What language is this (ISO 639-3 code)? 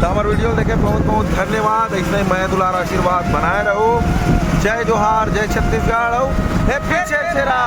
hne